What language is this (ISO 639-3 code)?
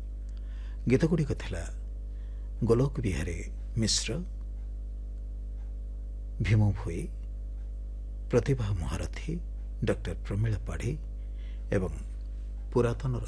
ori